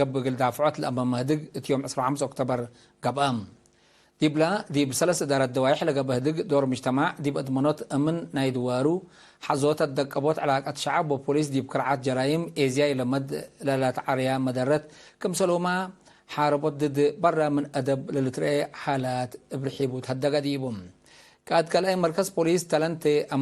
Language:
Tigre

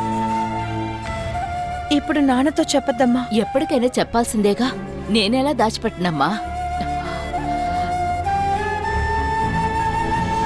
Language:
Telugu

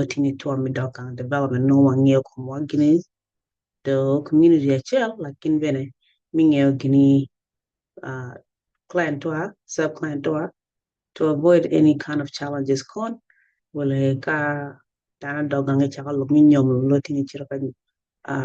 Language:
Acoli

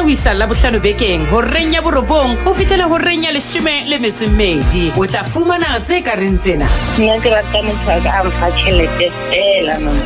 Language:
Southern Sotho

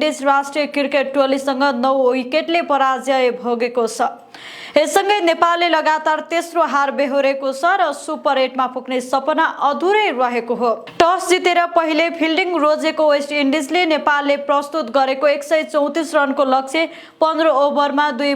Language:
Nepali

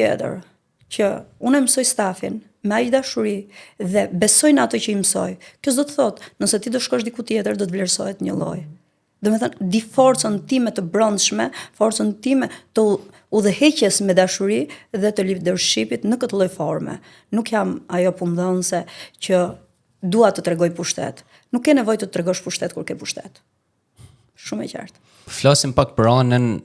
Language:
Albanian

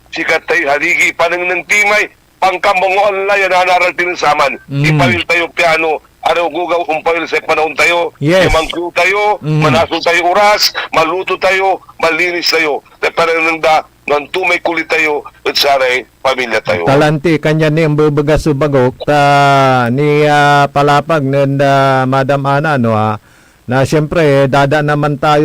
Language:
Pangasinan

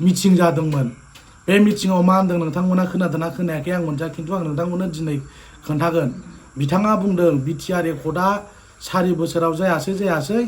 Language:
Bodo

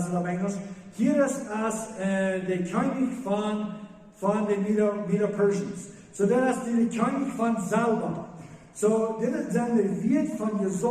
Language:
Plautdietsch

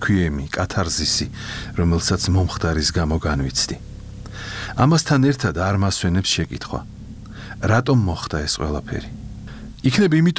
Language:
Georgian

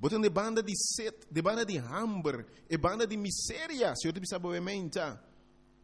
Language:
Papiamento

